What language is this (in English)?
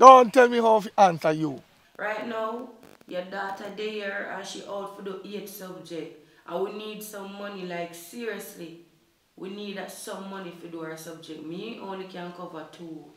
Jamaican Creole English